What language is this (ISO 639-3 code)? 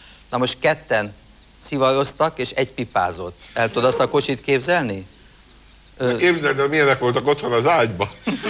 hun